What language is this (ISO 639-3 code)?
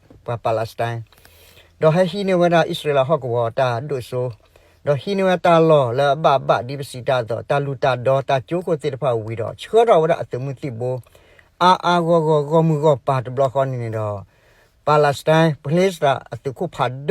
ksw